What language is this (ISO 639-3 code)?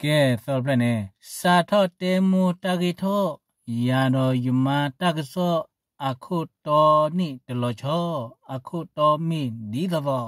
ksw